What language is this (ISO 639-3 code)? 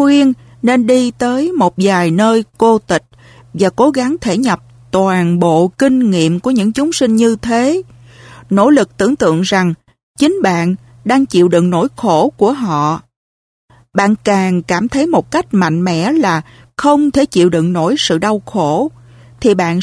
vie